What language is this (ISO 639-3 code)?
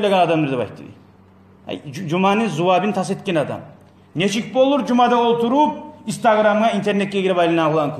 kum